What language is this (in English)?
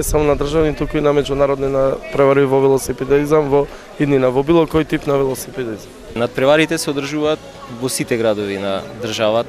Macedonian